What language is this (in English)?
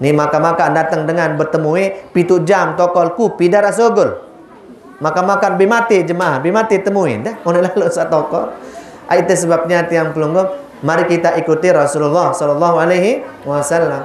Sasak